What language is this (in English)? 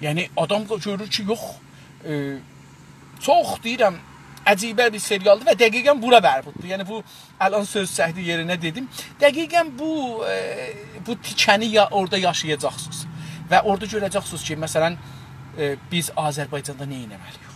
South Azerbaijani